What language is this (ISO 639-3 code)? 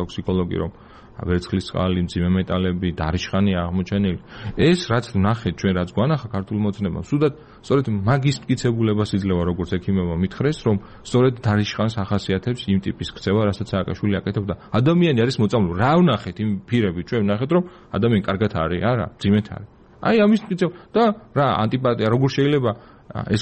kat